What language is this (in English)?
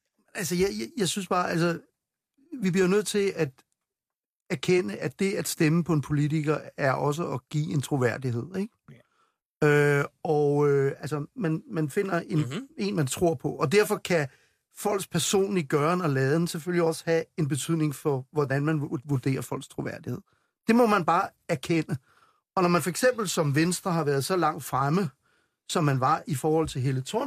Danish